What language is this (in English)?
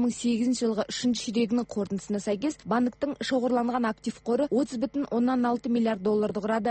Kazakh